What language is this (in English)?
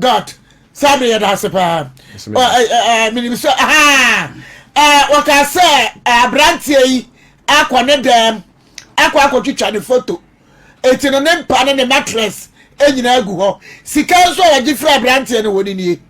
Akan